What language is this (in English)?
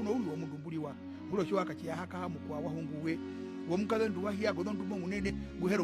Herero